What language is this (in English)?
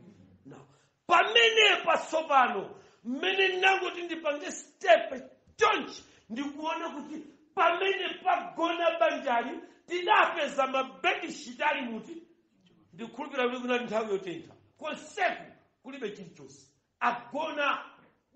Nyanja